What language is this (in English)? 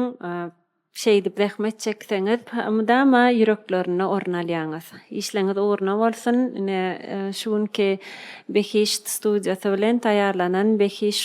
Turkmen